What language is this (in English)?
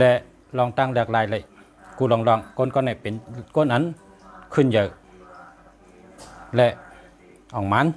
Shan